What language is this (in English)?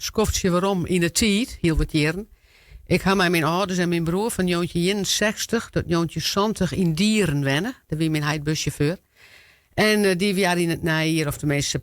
Western Frisian